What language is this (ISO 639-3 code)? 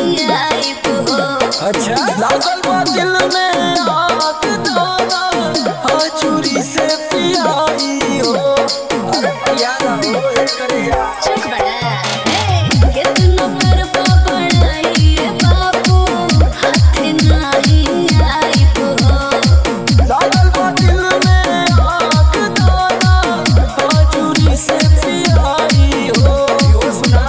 bho